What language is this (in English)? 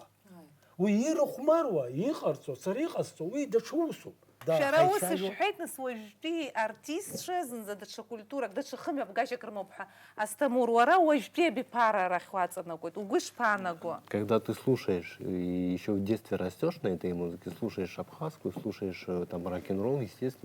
Abkhazian